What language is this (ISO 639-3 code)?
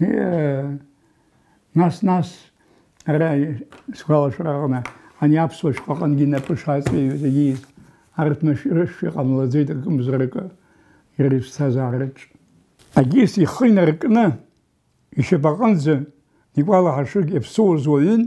abk